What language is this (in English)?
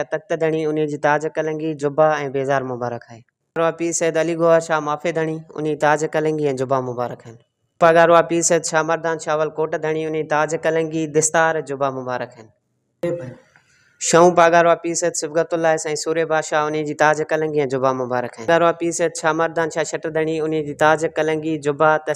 Sindhi